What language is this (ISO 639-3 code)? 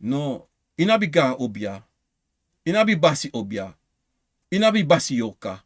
srn